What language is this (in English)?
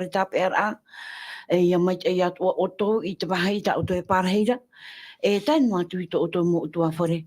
Tahitian